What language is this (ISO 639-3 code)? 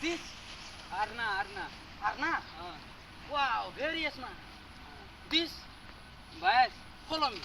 mai